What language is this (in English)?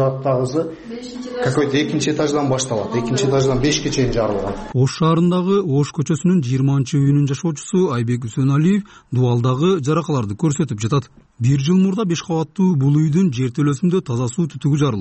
Kyrgyz